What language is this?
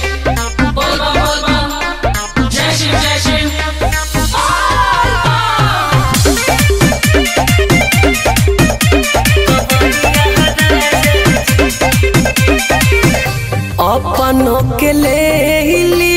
Bhojpuri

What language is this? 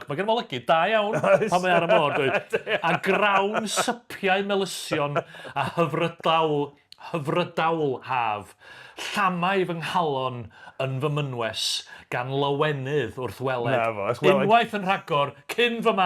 Welsh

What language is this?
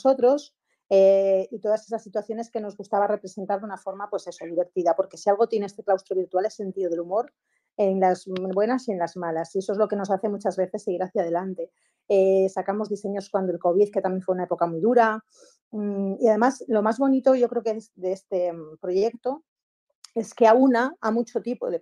Spanish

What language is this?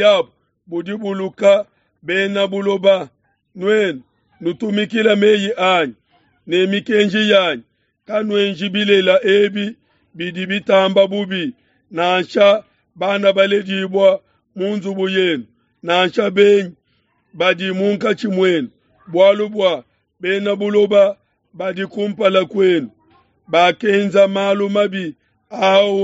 Luba-Lulua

